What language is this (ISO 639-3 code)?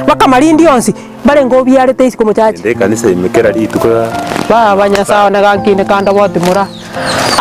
guz